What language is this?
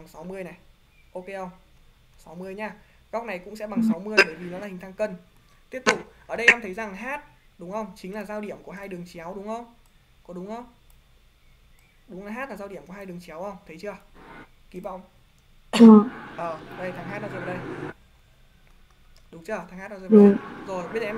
Vietnamese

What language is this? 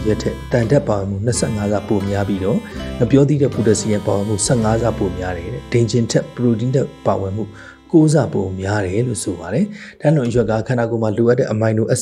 Burmese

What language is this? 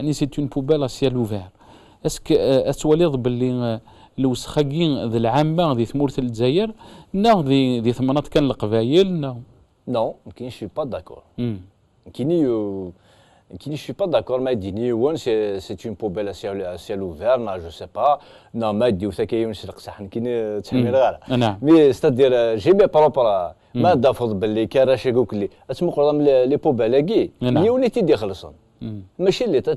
Kabyle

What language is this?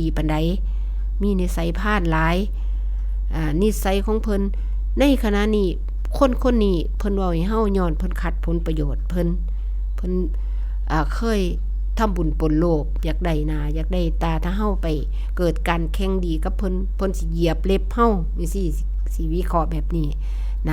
Northeastern Thai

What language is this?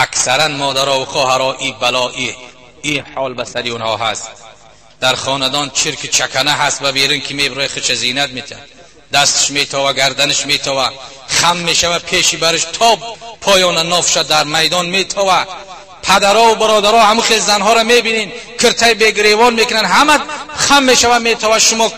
Tajik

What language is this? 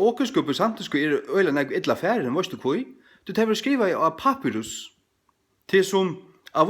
Faroese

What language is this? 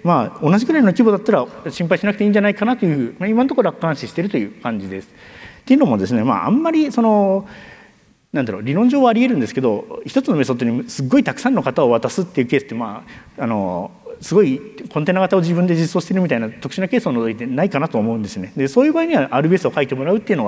Japanese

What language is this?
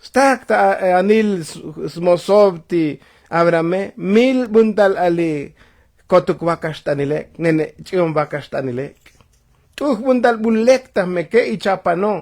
Tzotzil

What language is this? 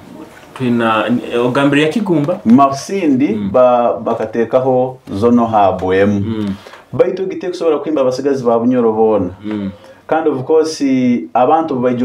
Nyoro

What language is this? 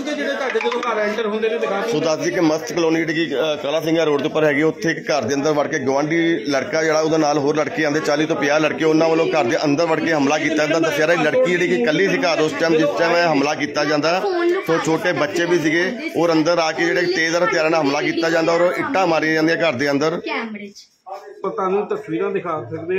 Punjabi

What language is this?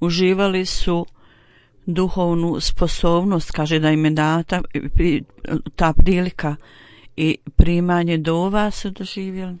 Bosnian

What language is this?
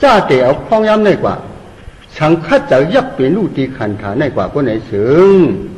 Shan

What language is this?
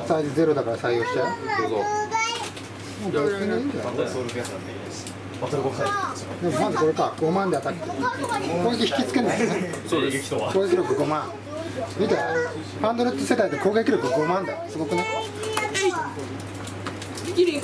Japanese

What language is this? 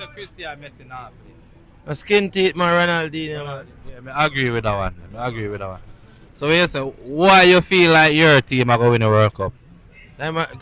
Jamaican Creole English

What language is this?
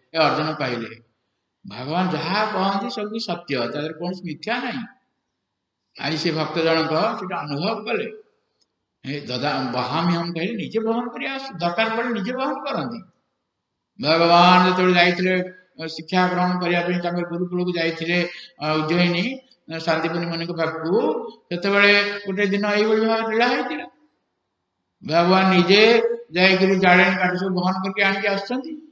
Odia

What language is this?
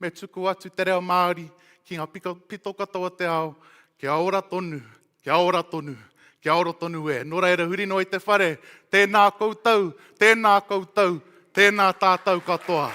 Māori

